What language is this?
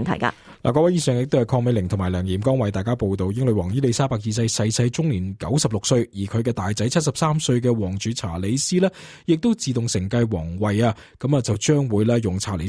Cantonese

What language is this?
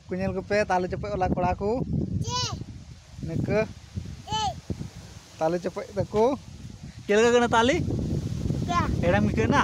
Santali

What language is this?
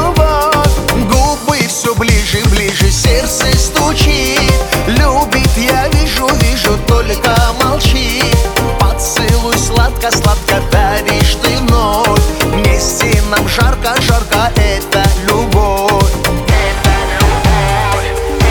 Russian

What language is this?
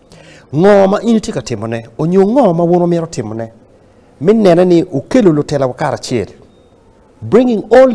Acoli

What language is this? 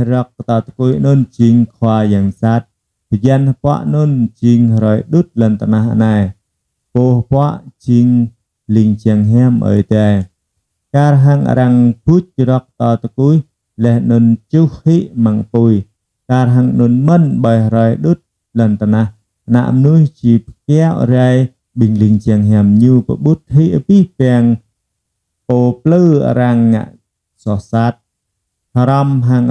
Jarai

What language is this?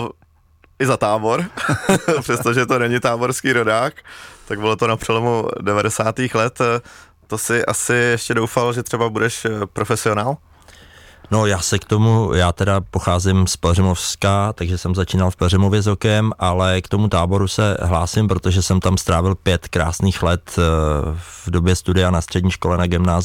Czech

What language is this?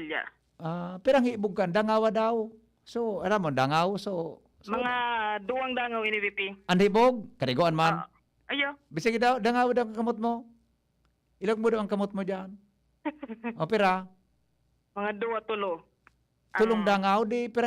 Bikol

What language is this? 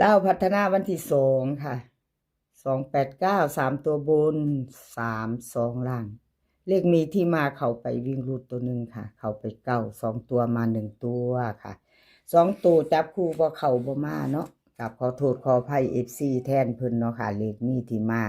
Lao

